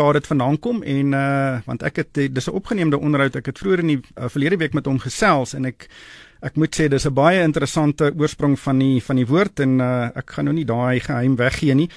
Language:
Afrikaans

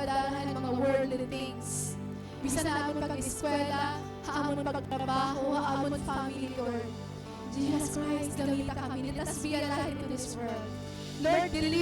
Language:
Waray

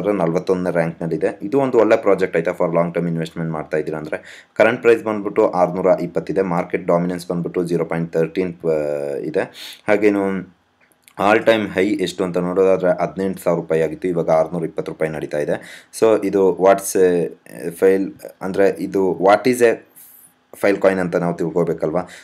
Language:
Kannada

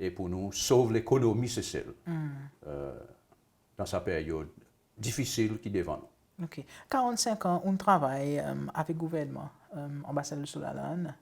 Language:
Seselwa Creole French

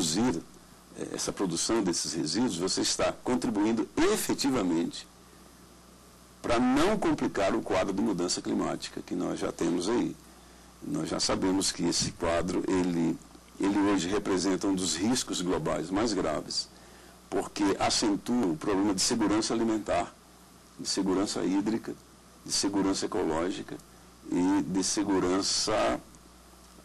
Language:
Portuguese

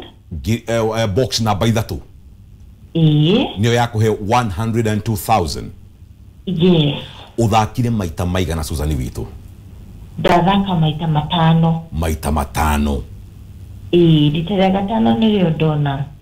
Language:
Kikuyu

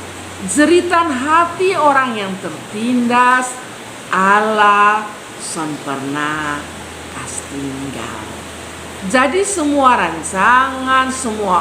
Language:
Kupang Malay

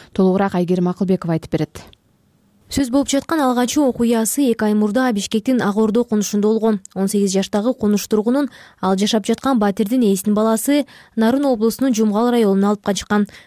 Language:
Kyrgyz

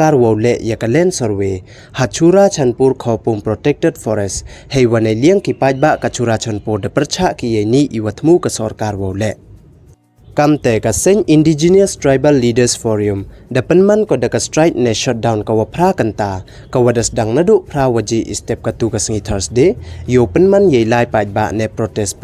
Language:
Pnar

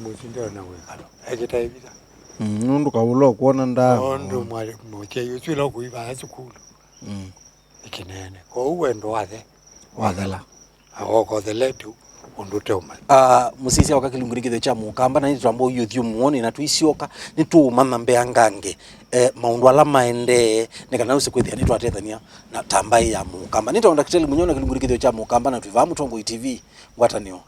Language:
Kamba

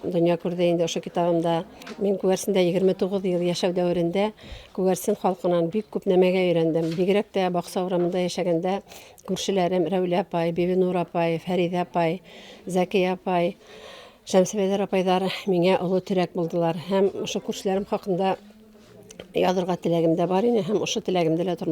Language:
Bashkir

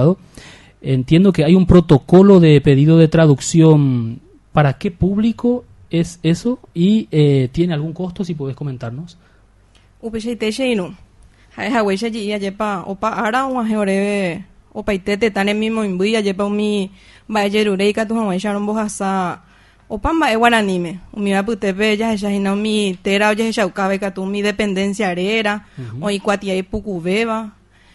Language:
Guarani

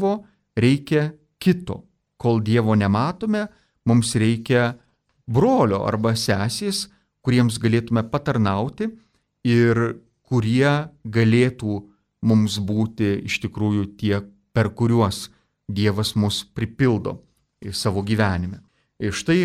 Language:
Lithuanian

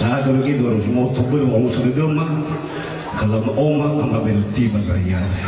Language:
Nias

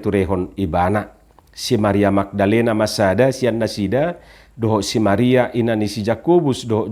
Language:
Batak Toba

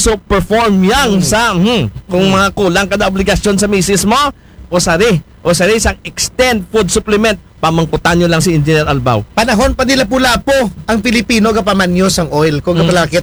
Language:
Aklanon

